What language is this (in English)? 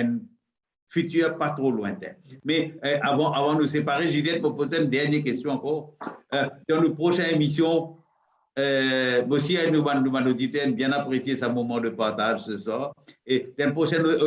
Morisyen